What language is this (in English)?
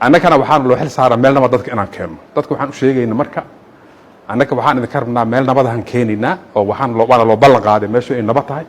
Somali